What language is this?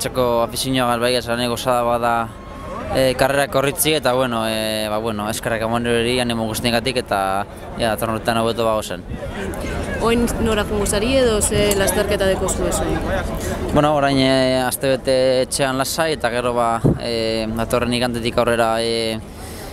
Basque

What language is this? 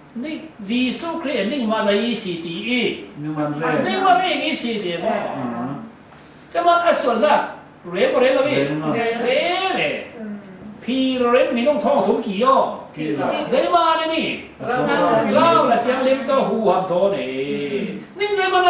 Falam Chin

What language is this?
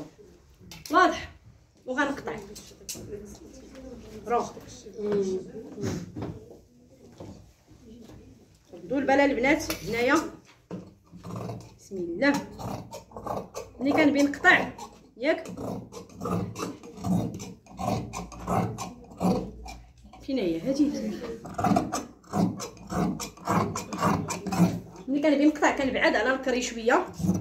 Moroccan Arabic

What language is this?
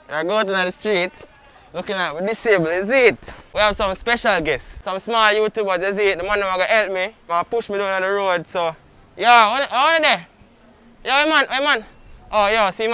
Jamaican Creole English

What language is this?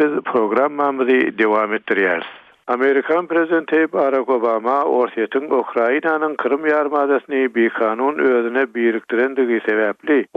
Turkmen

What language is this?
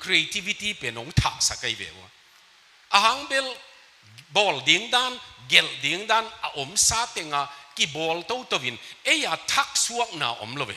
Tedim Chin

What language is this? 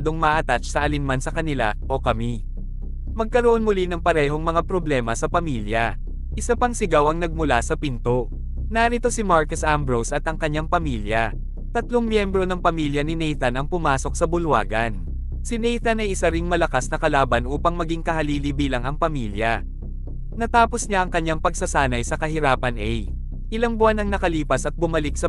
Filipino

